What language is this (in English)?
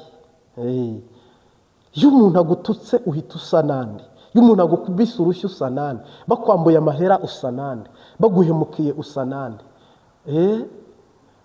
Kinyarwanda